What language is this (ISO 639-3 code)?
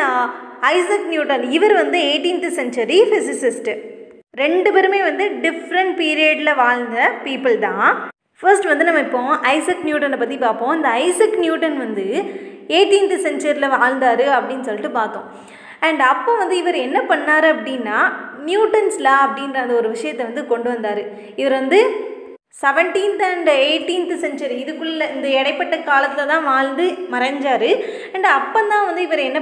tam